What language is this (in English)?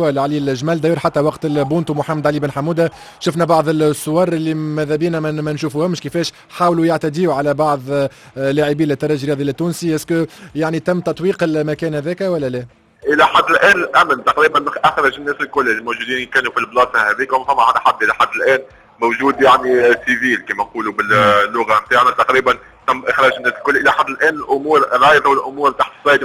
Tunisian Arabic